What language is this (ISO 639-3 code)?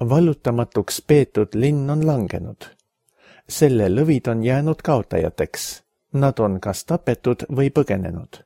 est